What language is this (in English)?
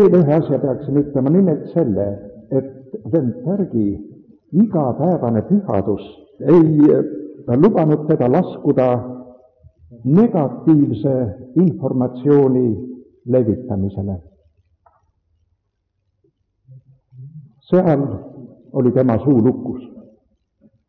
Estonian